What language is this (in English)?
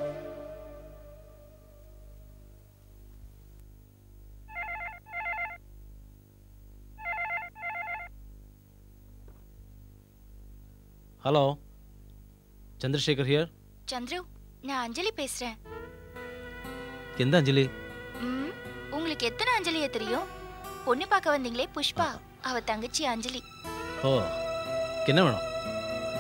Tamil